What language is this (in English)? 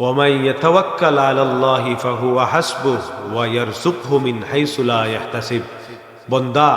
Sylheti